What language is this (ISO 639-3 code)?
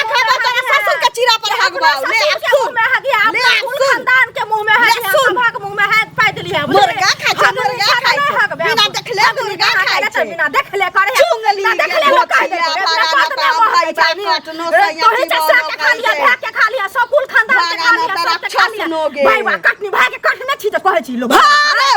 mai